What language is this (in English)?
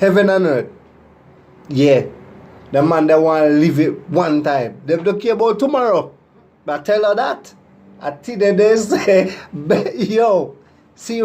Jamaican Creole English